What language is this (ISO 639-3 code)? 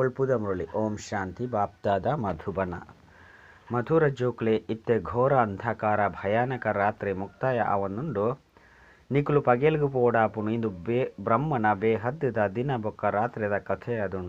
tcy